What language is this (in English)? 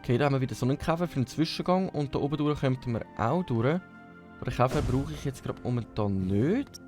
Swiss German